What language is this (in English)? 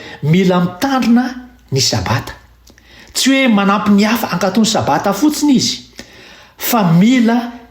Malagasy